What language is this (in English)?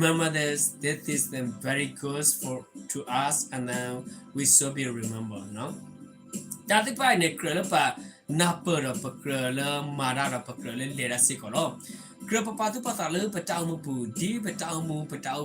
S'gaw Karen